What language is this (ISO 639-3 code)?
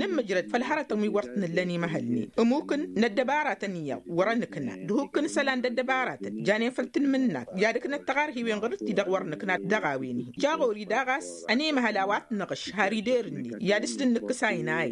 taq